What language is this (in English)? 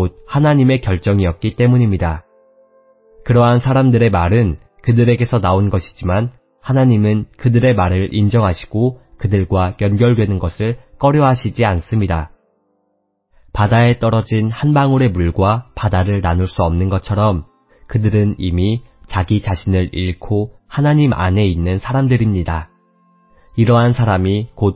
Korean